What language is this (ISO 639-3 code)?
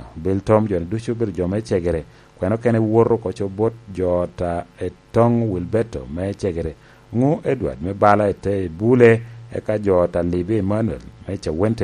laj